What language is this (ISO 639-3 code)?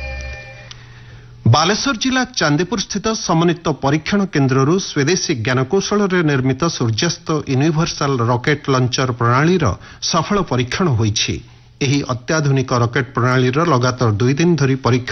ori